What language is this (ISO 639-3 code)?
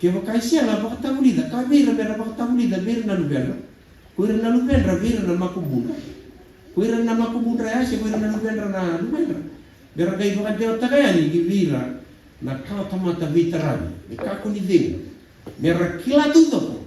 fij